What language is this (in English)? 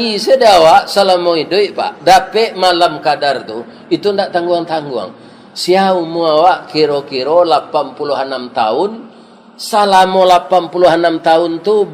Minangkabau